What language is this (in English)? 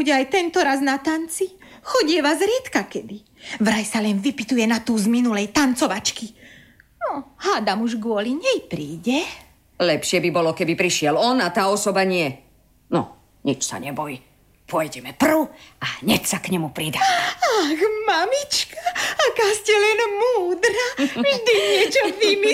Slovak